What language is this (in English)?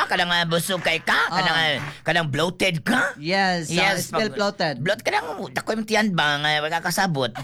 Cebuano